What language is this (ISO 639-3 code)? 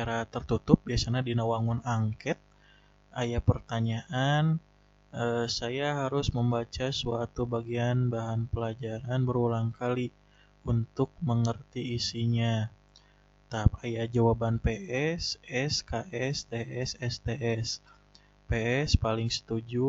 sun